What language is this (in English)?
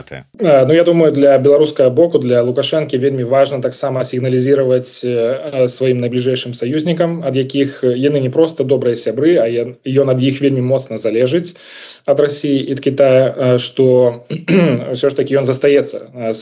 Belarusian